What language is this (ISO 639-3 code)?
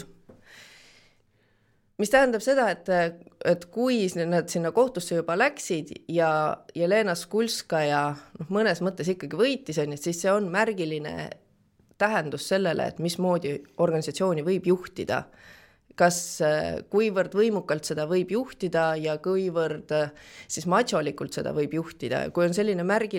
est